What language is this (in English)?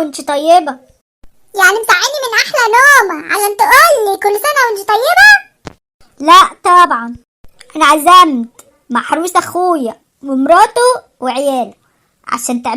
Egyptian Arabic